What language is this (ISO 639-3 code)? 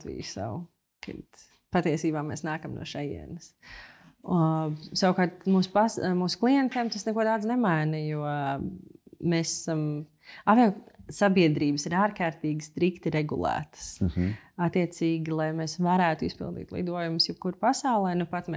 lav